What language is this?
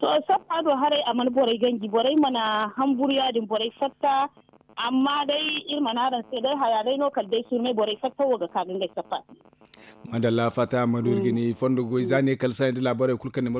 Zarma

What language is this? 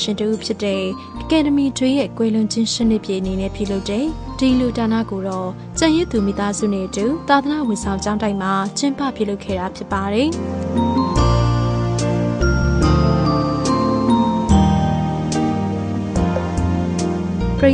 Burmese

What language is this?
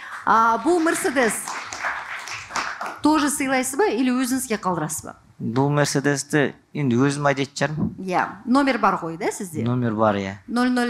Kazakh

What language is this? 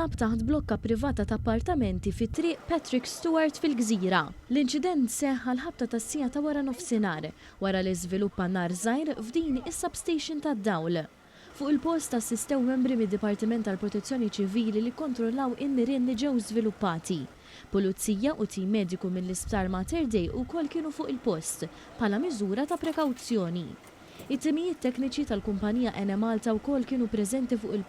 Maltese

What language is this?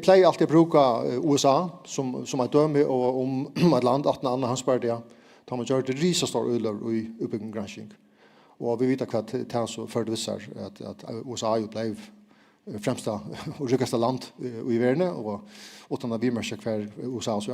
Faroese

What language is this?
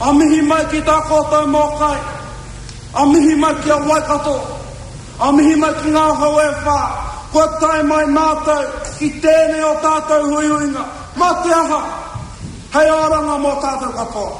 Māori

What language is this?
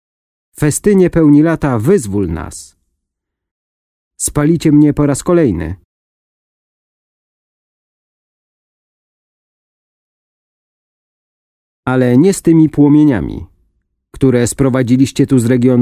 Polish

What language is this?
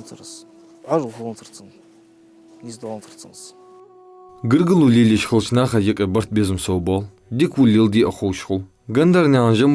Ingush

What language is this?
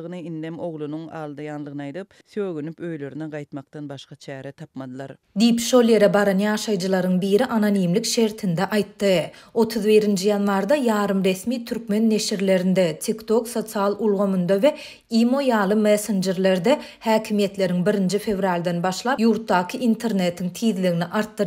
Turkmen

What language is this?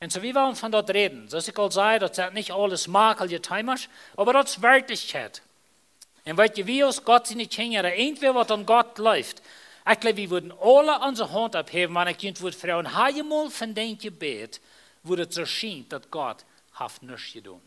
Plautdietsch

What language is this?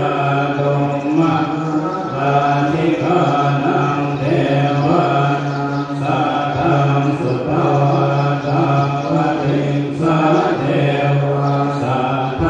Pali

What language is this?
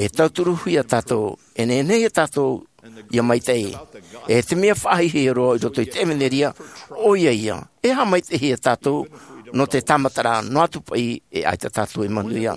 Tahitian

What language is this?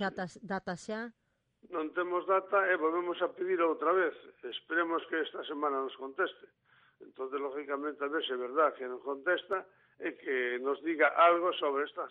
Galician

